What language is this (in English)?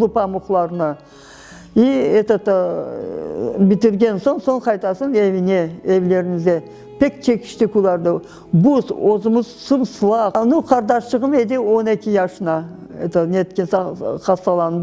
Crimean Tatar